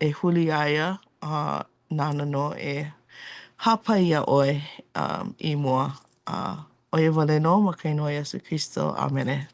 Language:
Hawaiian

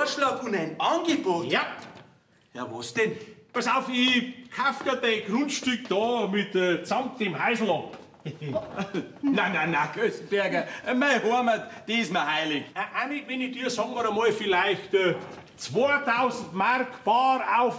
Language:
Bavarian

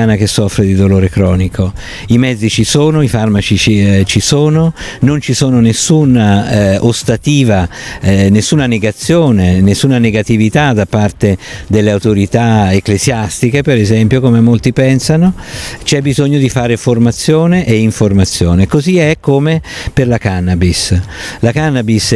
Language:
Italian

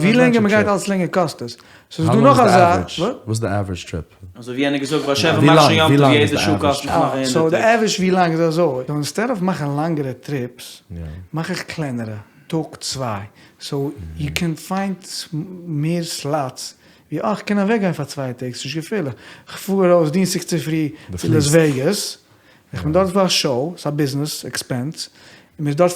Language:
Yiddish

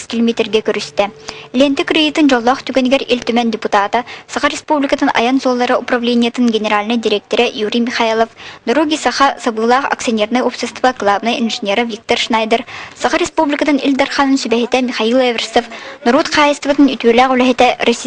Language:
Yakut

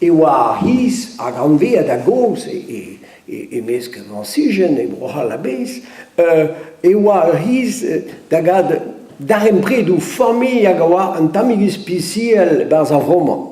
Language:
Breton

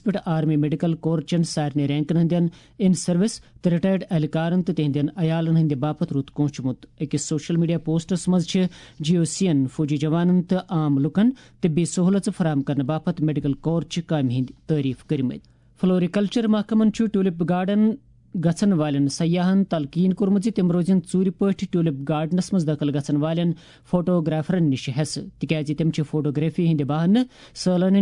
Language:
Kashmiri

